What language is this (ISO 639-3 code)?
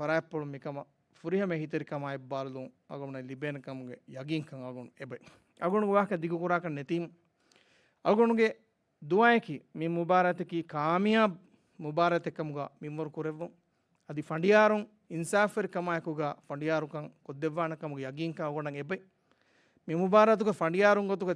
div